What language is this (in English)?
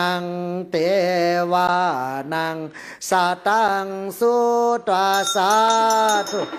Pali